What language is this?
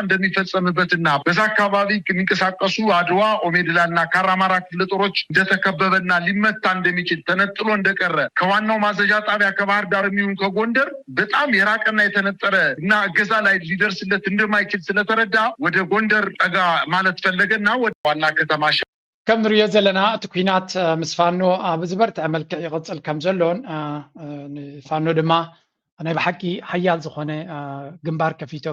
Tigrinya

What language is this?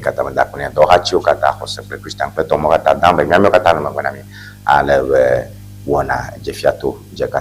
Ewe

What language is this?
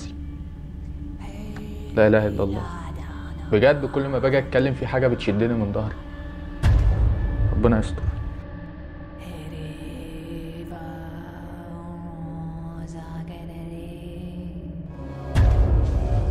Egyptian Arabic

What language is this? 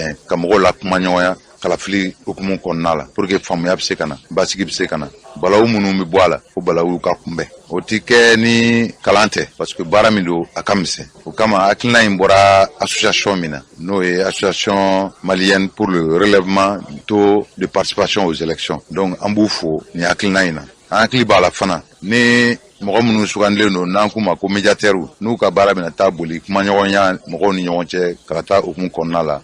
Bambara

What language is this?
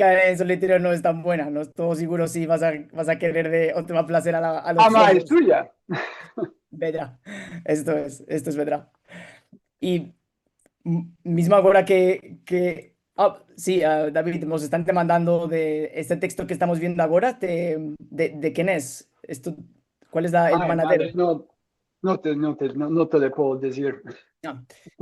Ladino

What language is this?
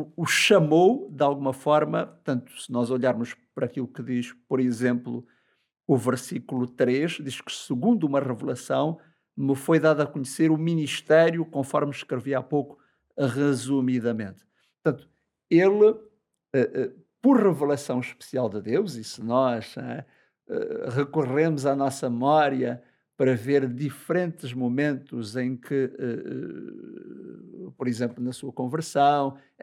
Portuguese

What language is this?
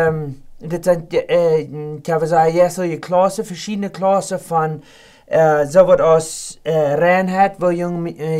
Plautdietsch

